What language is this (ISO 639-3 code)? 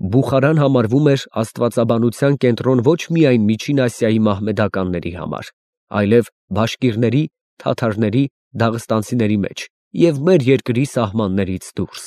hye